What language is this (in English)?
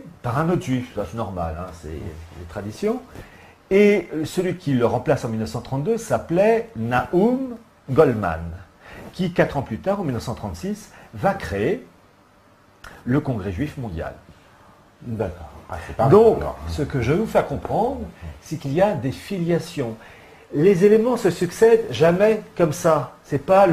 French